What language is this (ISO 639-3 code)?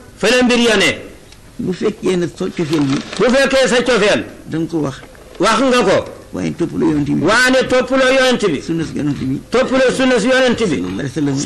wol